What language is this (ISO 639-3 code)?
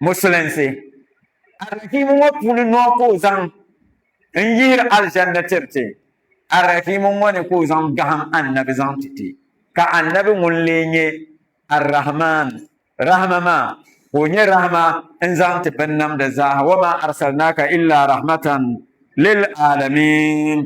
dag